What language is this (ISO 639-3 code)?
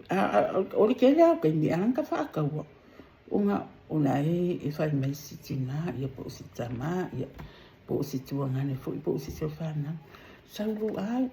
smo